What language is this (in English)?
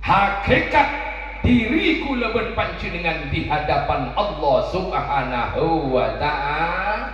Madurese